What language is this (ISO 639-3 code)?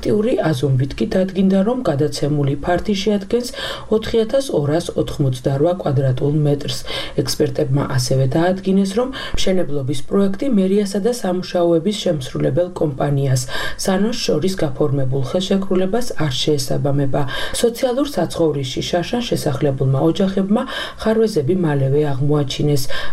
kat